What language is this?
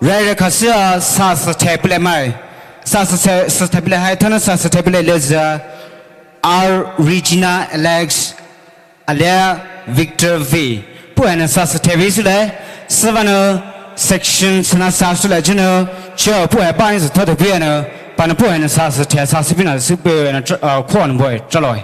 Poumei Naga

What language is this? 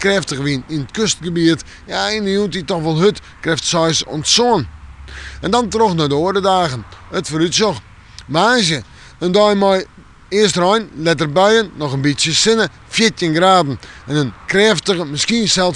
Western Frisian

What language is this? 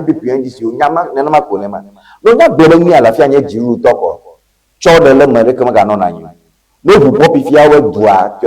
Ewe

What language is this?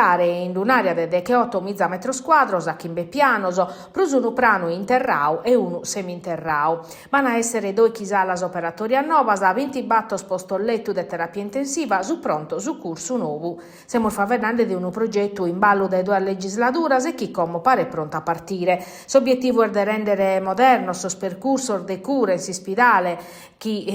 Sardinian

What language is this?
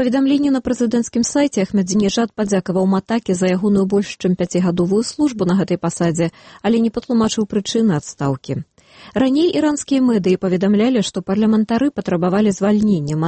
Belarusian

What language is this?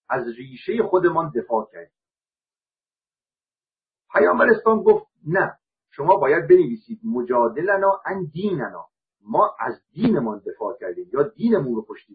Persian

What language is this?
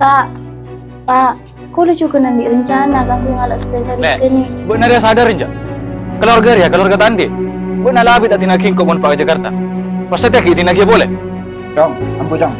Madurese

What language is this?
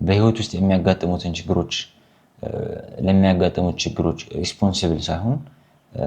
Amharic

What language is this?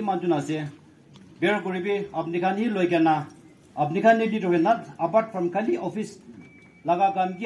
Naga Pidgin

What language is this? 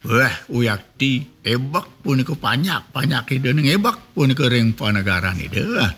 Balinese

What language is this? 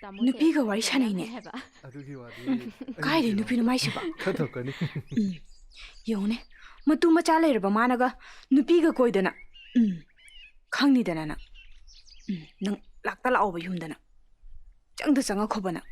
Manipuri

